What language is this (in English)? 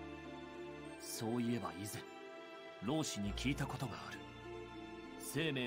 Japanese